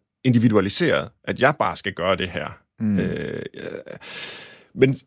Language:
Danish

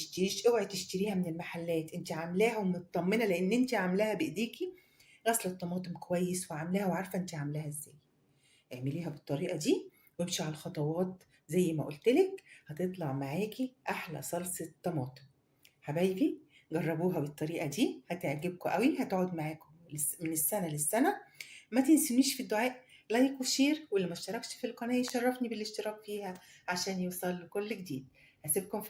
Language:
Egyptian Arabic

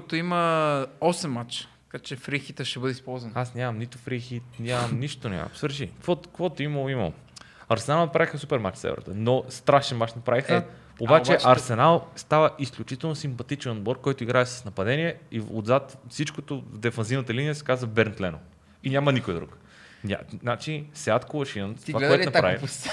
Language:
Bulgarian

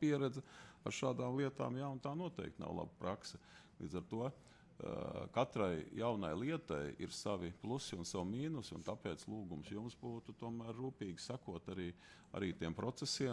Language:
Latvian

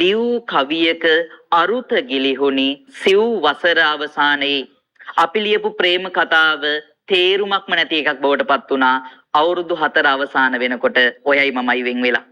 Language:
Sinhala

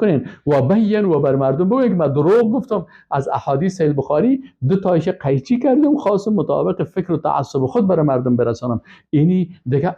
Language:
Persian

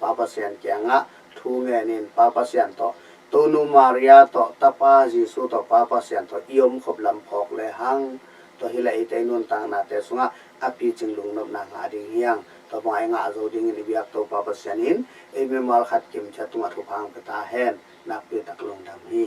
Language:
Tedim Chin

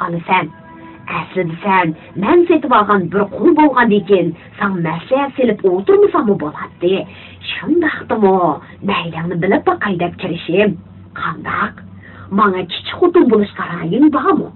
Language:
Uyghur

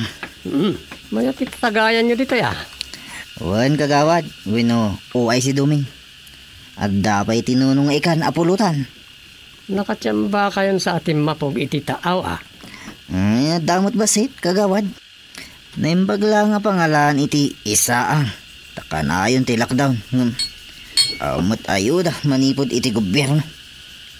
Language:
Iloko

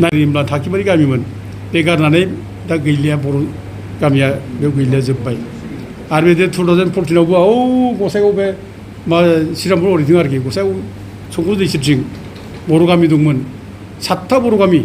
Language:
Bodo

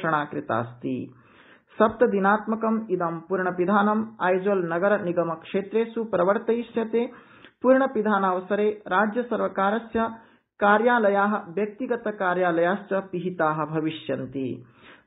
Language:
Sanskrit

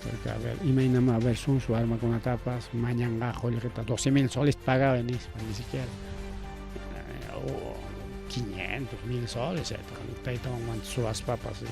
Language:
Ayacucho Quechua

